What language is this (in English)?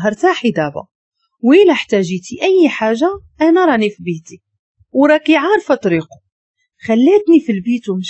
Moroccan Arabic